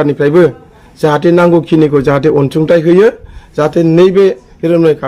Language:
Bodo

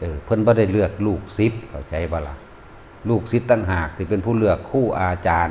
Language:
Lao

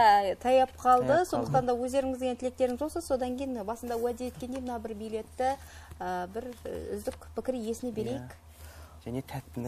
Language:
Kara-Kalpak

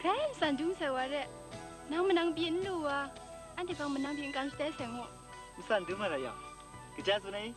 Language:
Kachin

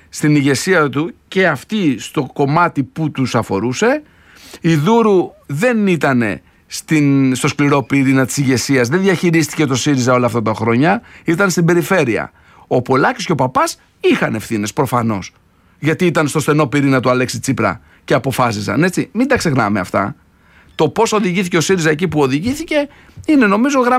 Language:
Greek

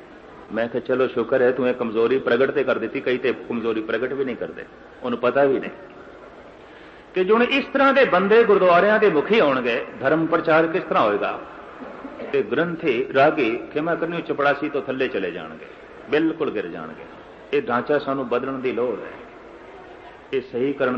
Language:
Punjabi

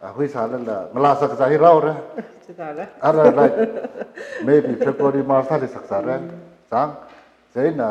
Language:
Tangkhul Naga (India)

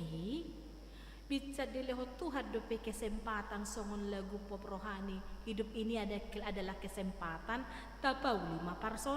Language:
Batak Toba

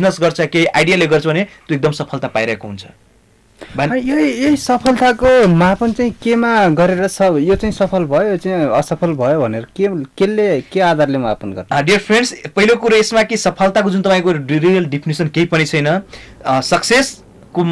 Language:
Nepali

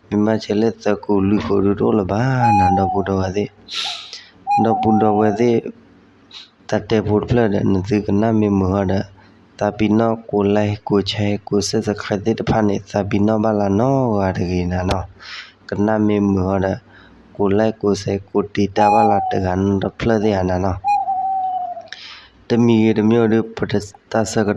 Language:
S'gaw Karen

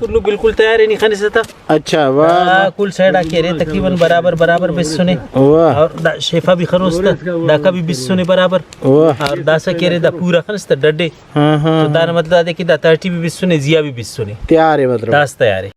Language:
Brahui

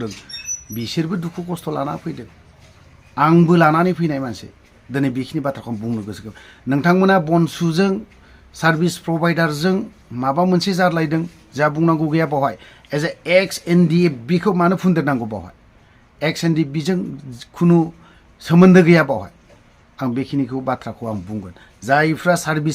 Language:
Bodo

